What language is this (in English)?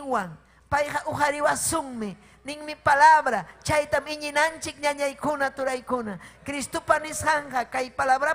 Ayacucho Quechua